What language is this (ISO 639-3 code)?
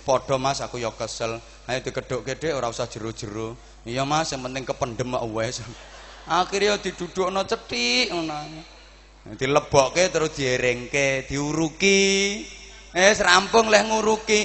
jav